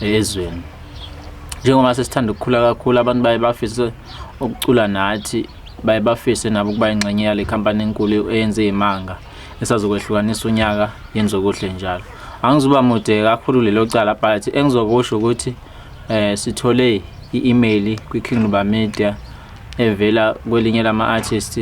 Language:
Zulu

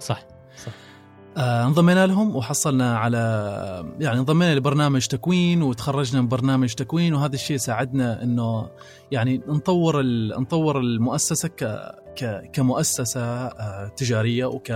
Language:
Gulf Arabic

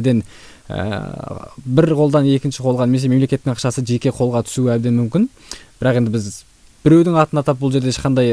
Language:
Kazakh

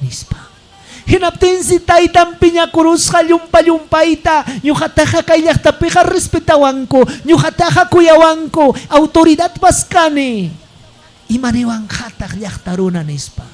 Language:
Ayacucho Quechua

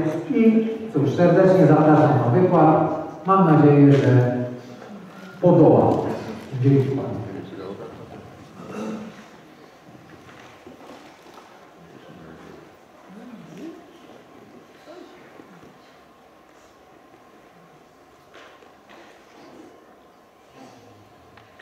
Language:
Polish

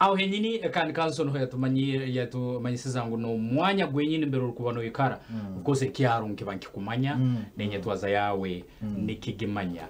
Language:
Nyankole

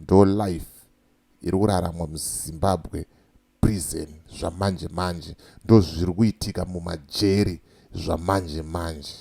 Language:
Shona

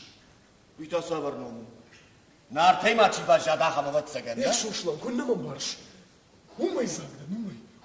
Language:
Ossetic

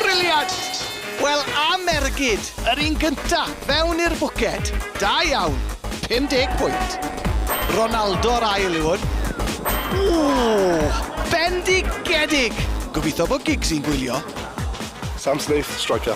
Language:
Welsh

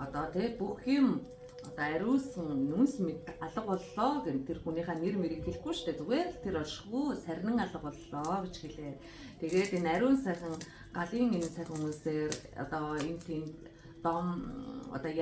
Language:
Mongolian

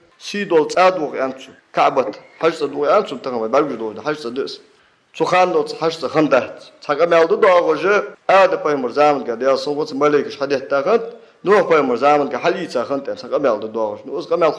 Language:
Ingush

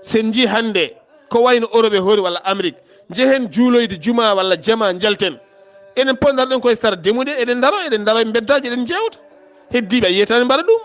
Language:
Fula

